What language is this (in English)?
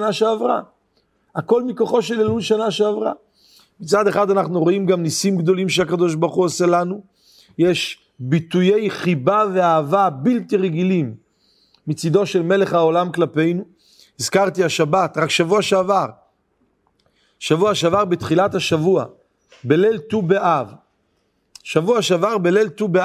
Hebrew